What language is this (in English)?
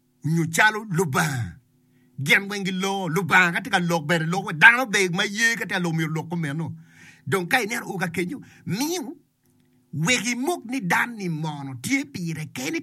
Acoli